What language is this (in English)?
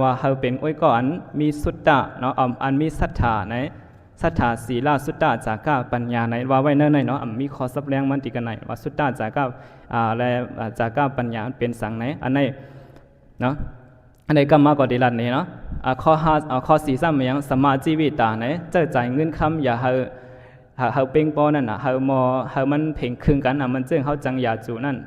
Shan